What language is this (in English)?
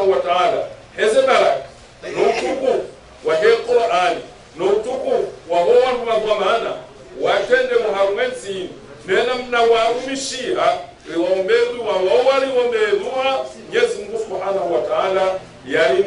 Ngazidja Comorian